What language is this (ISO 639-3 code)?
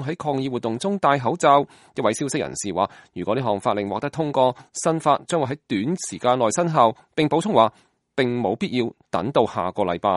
yue